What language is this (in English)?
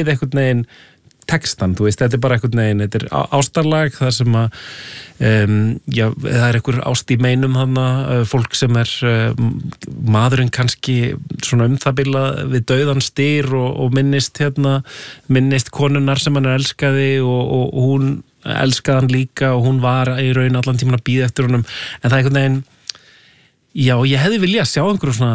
Icelandic